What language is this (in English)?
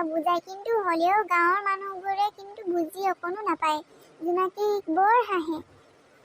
Assamese